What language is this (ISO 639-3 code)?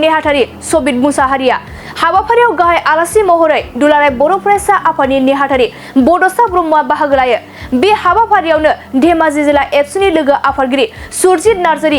brx